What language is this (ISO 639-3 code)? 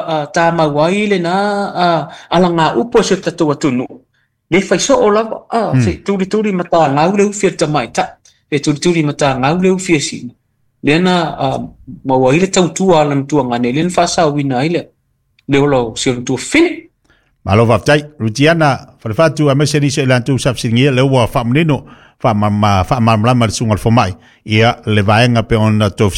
smo